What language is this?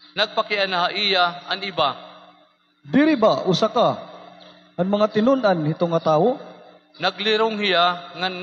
Waray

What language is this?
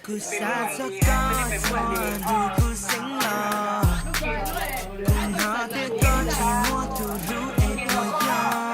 Hmong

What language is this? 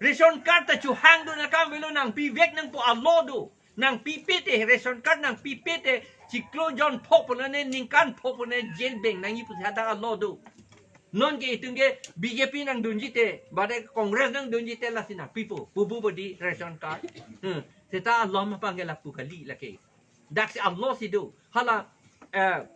Karbi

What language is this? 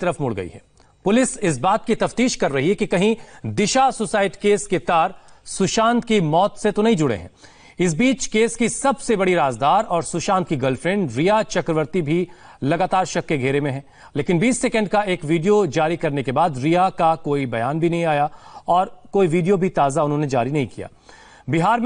Hindi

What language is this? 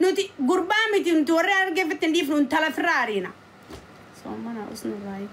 Oromo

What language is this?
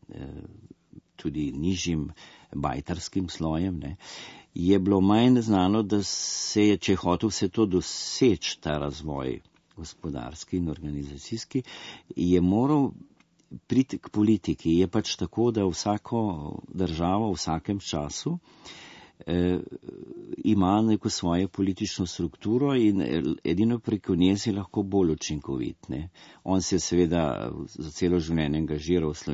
Slovenian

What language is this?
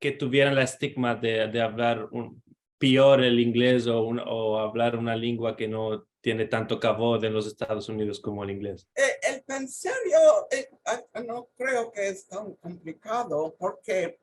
Ladino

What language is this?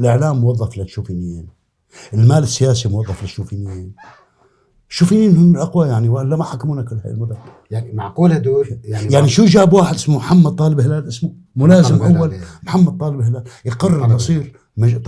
North Levantine Arabic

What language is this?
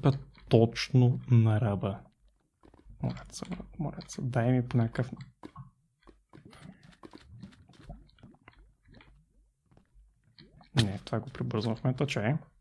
Bulgarian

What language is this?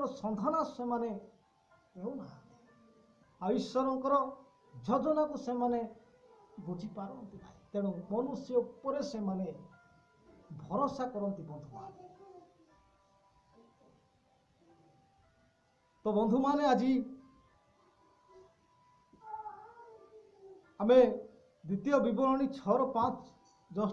Odia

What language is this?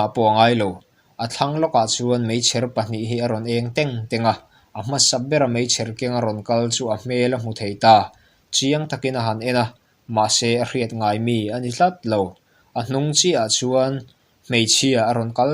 Mizo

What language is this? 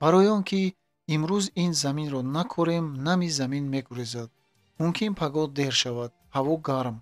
Tajik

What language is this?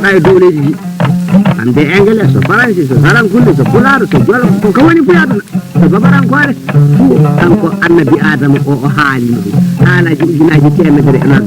Fula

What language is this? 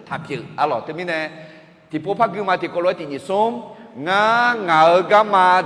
Akha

